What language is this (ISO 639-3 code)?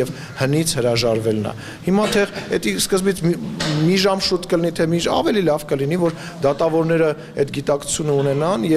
hye